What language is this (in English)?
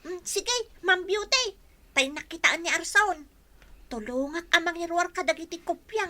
Iloko